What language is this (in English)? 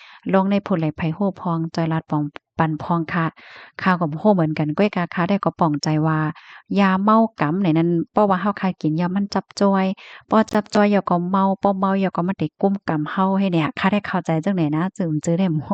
Shan